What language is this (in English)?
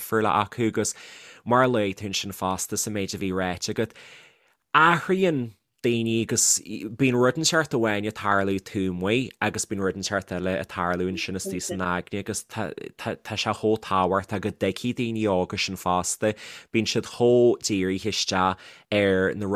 Irish